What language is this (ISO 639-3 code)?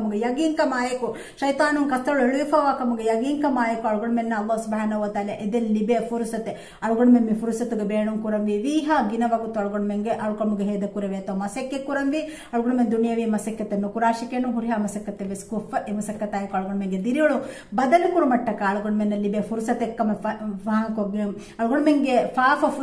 div